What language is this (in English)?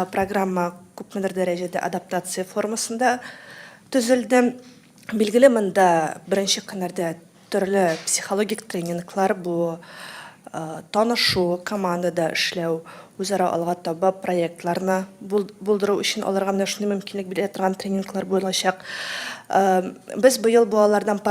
Tatar